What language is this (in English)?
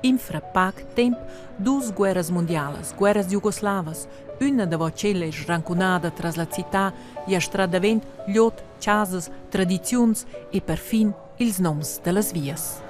Romansh